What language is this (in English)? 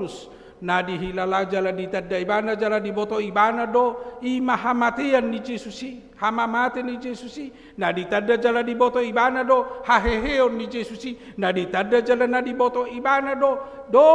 Batak Toba